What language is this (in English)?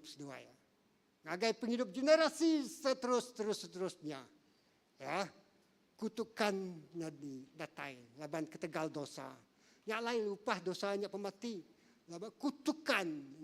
Iban